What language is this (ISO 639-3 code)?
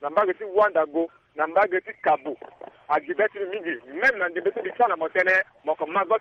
sag